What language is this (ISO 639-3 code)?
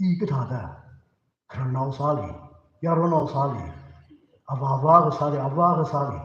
nmf